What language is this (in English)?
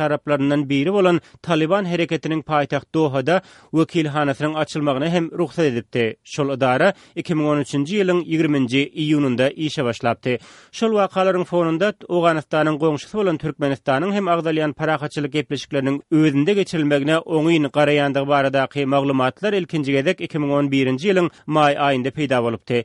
Turkmen